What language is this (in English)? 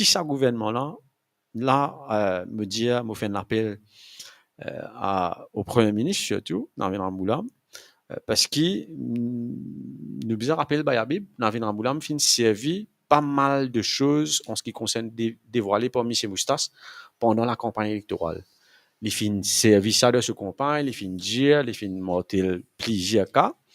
Morisyen